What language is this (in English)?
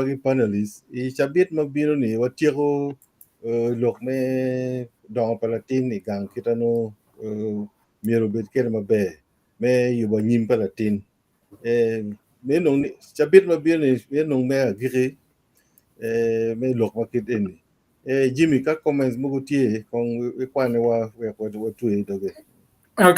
Acoli